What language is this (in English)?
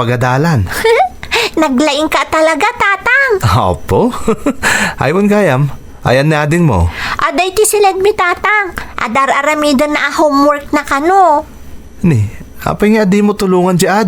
Iloko